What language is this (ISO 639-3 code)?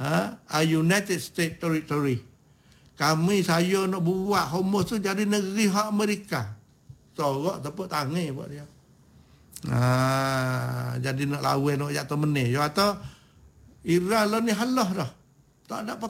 msa